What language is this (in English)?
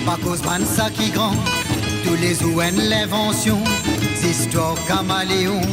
Morisyen